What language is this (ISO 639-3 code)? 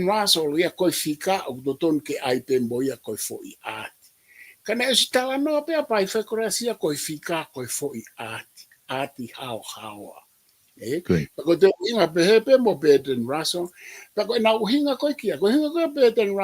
ton